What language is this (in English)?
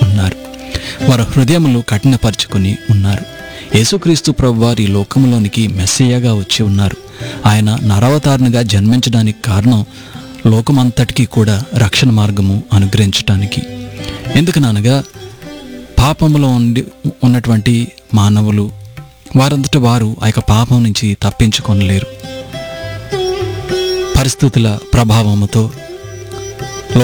Telugu